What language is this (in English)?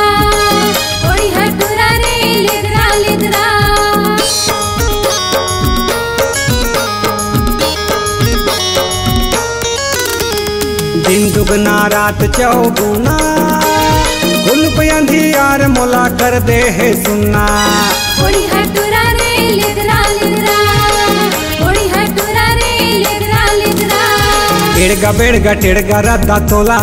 Chhattisgarhi